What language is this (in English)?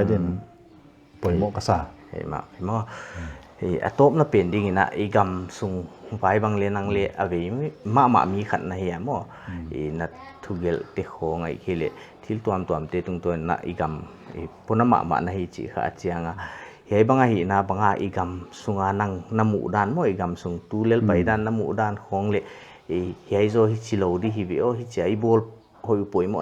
Paite Chin